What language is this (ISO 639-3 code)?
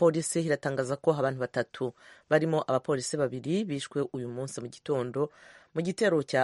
kin